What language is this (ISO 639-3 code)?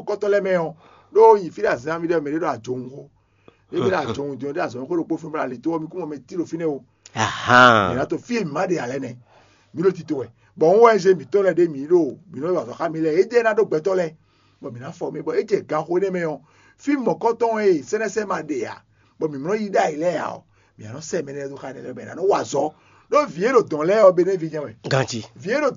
fon